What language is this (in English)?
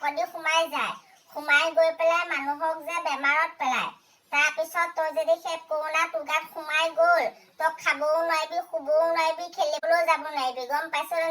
Assamese